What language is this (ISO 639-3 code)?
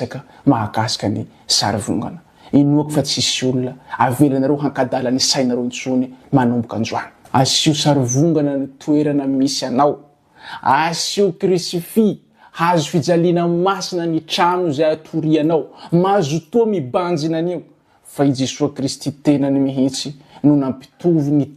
mlg